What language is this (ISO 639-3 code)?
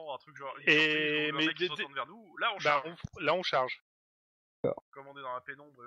fra